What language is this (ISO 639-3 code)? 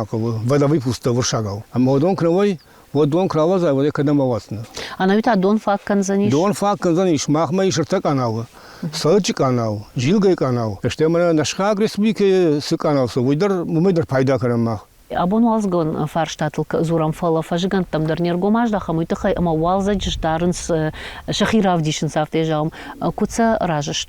oss